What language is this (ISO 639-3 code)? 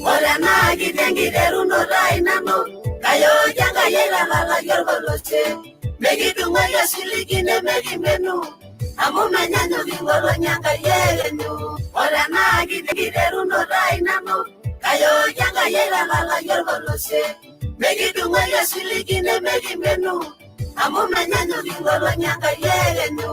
mas